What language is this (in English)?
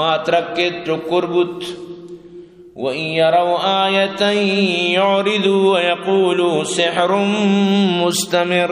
Eastern Balochi